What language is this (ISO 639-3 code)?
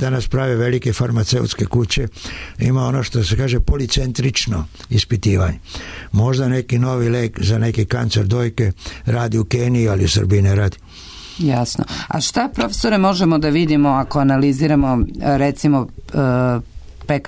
srp